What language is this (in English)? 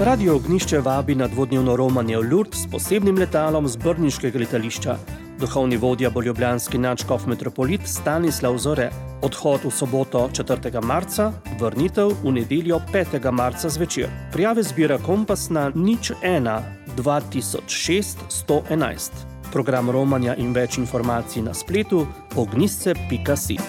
Slovenian